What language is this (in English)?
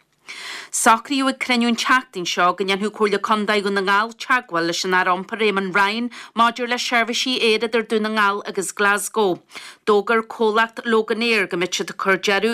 Irish